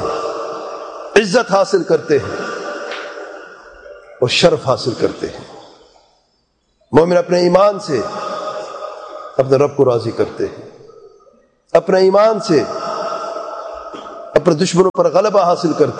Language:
Urdu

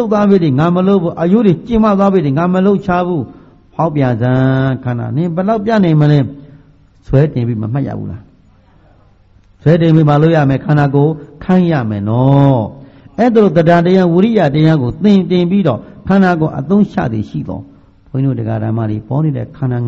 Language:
Burmese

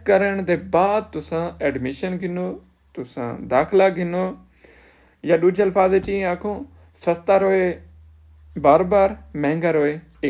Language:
Saraiki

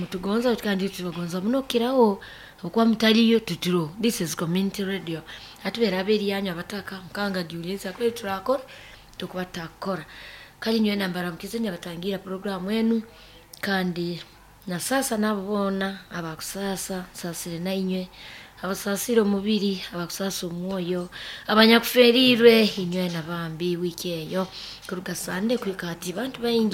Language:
Nyankole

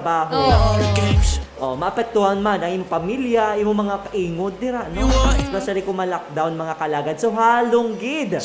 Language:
Hiligaynon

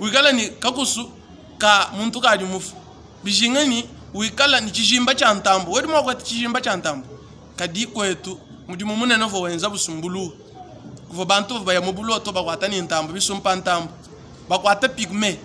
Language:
Luba-Lulua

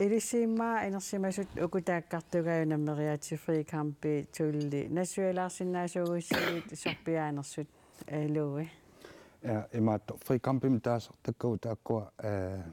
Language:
Kalaallisut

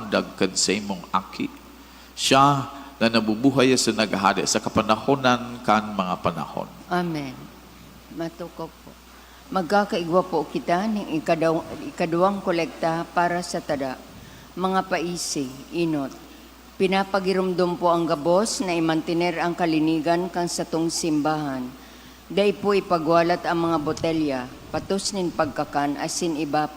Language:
Bikol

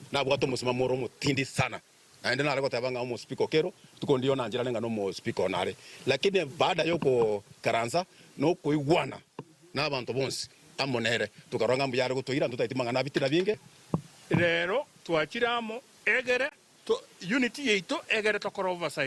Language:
Gusii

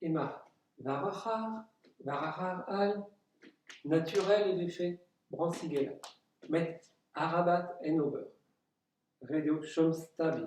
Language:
Breton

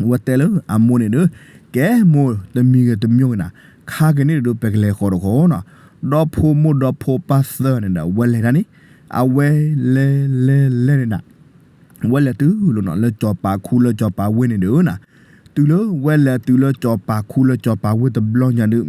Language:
S'gaw Karen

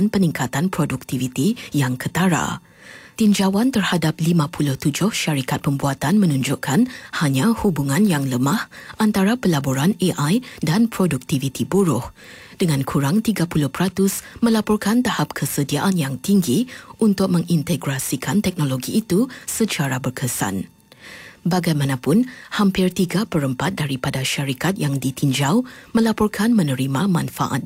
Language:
Malay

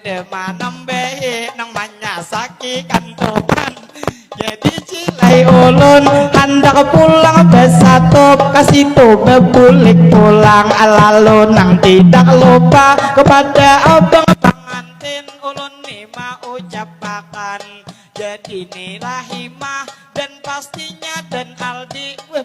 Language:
Banjar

